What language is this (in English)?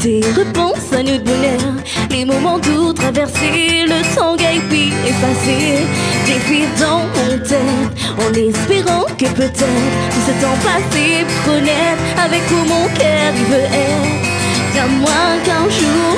Réunion Creole French